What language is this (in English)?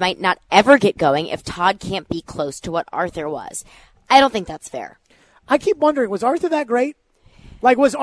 English